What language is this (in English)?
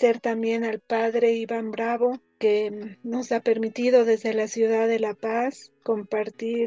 Spanish